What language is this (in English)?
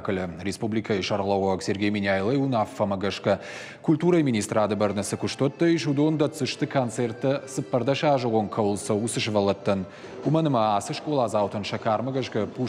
Ossetic